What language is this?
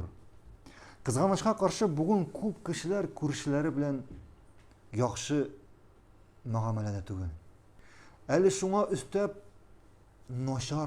Tatar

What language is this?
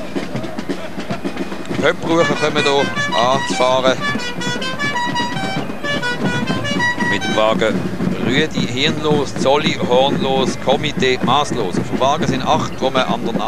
German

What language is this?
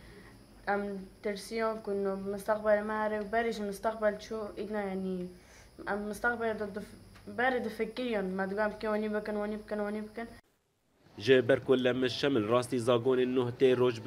Kurdish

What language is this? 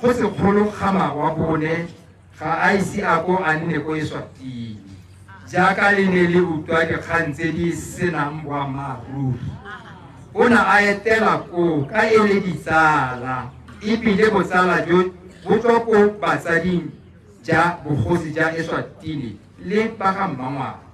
Tswana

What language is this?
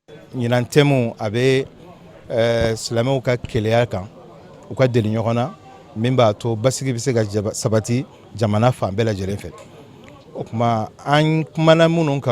Bambara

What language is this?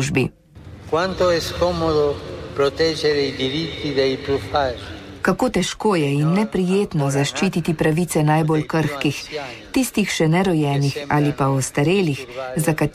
Slovenian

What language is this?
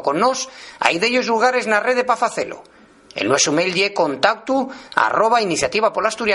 Asturian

